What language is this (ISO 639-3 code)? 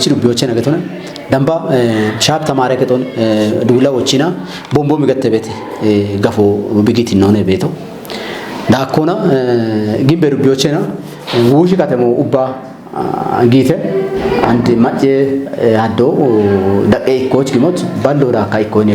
kbr